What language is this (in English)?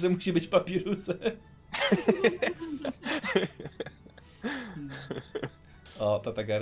Polish